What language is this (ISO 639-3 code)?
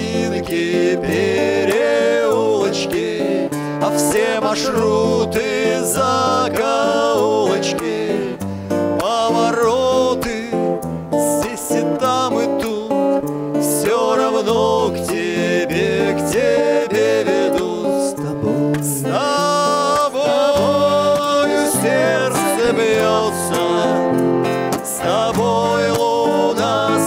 rus